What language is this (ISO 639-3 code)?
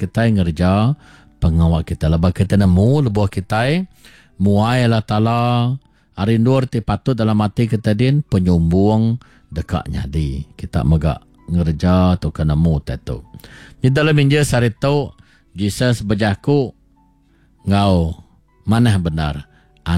iba